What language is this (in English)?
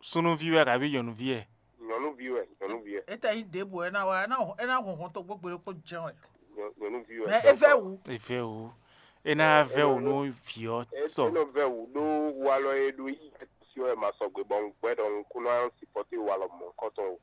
Fon